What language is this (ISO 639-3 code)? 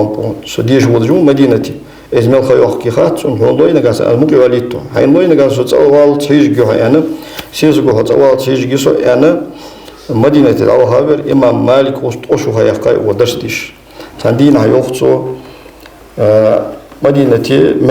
inh